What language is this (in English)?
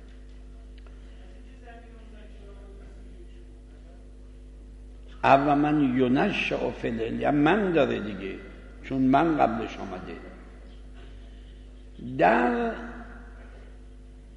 Persian